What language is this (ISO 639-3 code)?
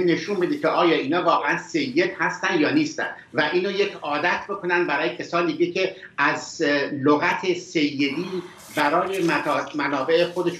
fas